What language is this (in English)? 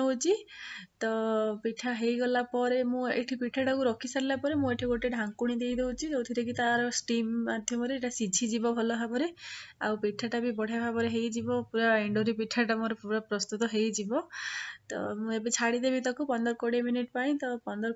Odia